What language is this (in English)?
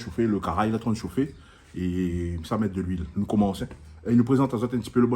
Réunion Creole French